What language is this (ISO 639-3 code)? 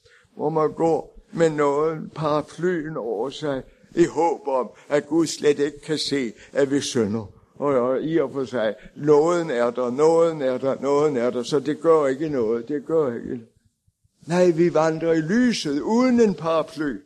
dan